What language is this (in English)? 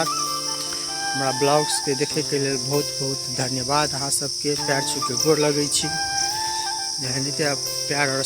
Maithili